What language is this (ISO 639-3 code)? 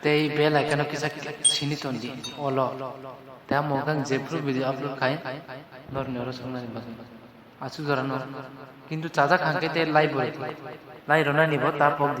trp